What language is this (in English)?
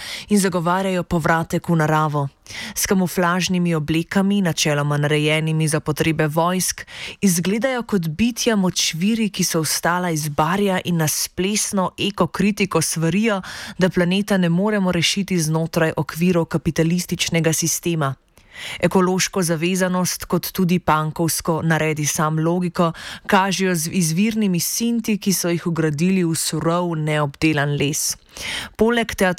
Slovenian